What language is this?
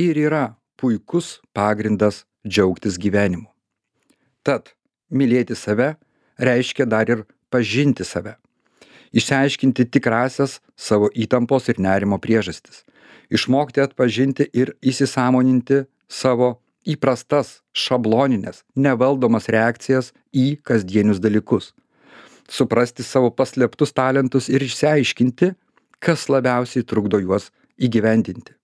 Lithuanian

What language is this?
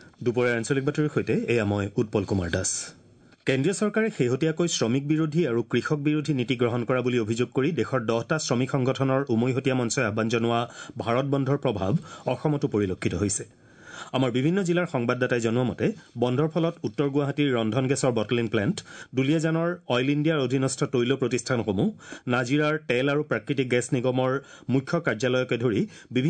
Assamese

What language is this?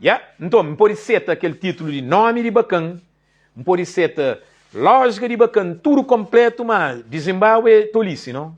Kabuverdianu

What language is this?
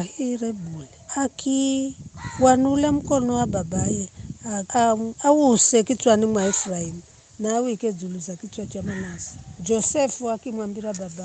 Giryama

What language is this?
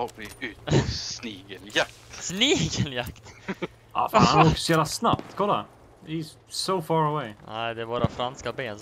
Swedish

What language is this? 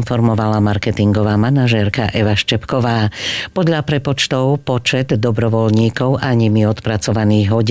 Slovak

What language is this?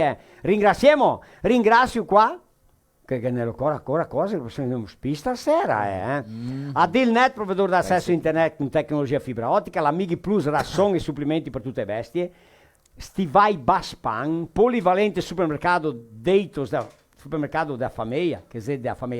Venetian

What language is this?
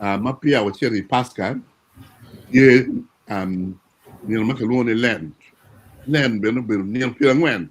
Acoli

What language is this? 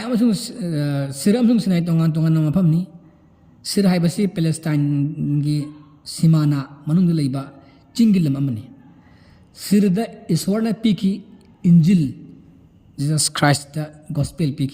Manipuri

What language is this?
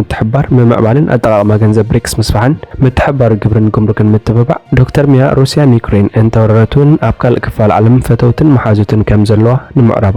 Tigrinya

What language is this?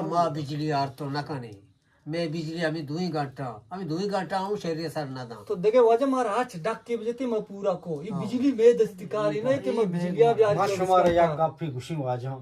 Eastern Balochi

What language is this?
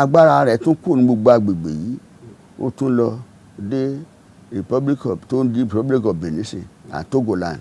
Yoruba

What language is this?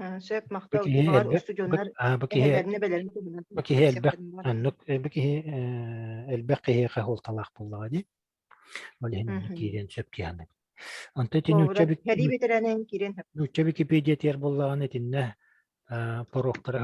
Yakut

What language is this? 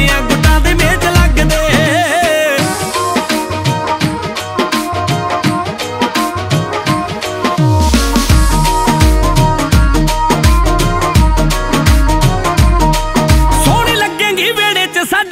Punjabi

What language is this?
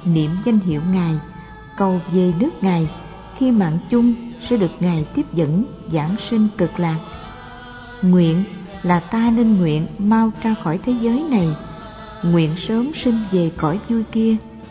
Vietnamese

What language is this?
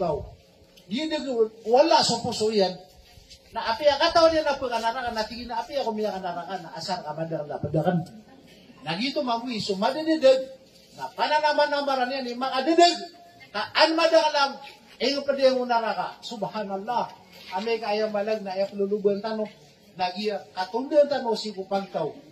Maranao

